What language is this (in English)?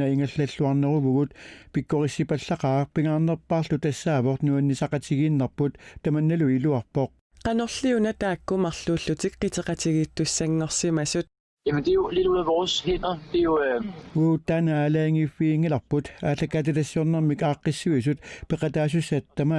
Kalaallisut